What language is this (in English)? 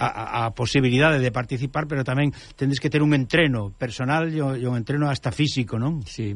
Galician